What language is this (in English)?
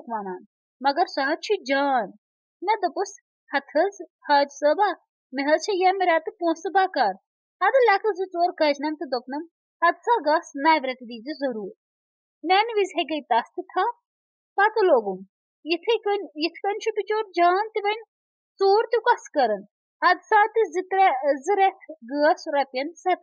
Kashmiri